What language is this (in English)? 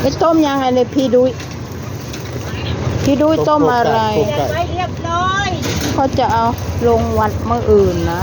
Northeastern Thai